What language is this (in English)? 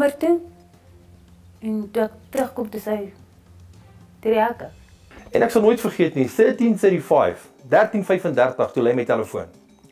Afrikaans